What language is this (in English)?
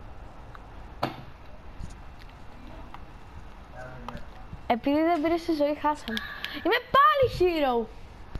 Greek